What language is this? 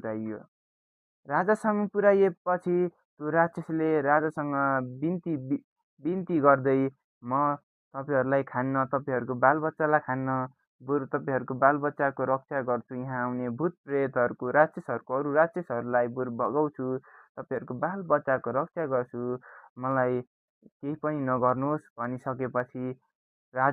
Nepali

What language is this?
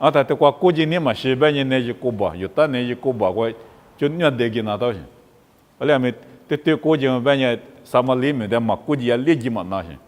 Lisu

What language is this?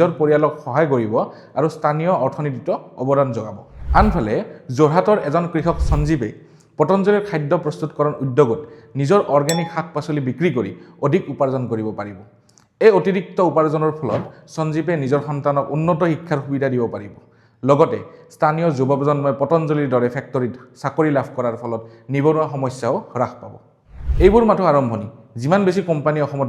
Assamese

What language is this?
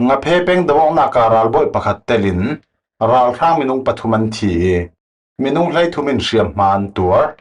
Falam Chin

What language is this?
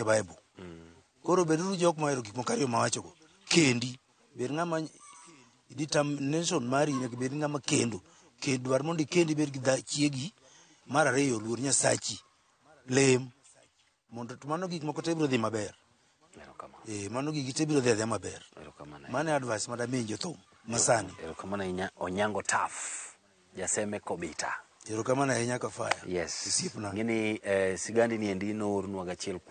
Luo (Kenya and Tanzania)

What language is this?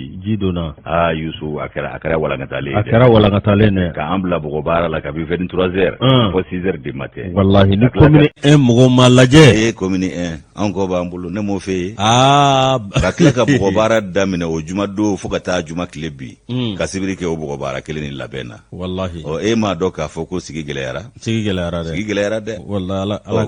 Bambara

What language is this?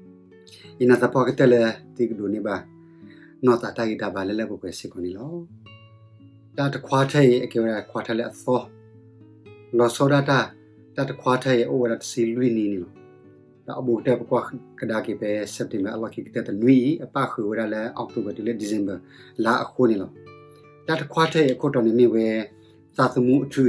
S'gaw Karen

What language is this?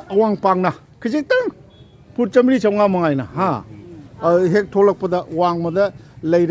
Manipuri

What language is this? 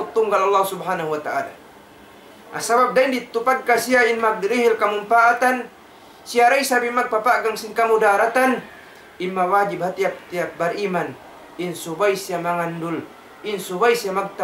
Tausug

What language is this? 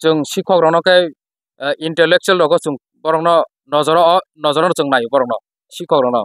Kok Borok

